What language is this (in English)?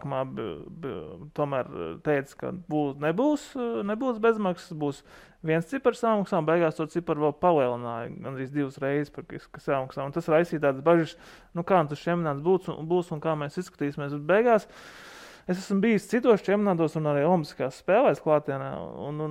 Latvian